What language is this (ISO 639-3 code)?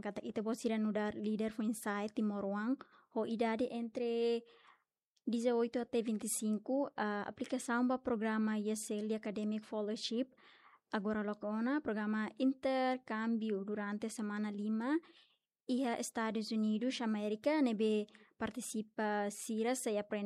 tet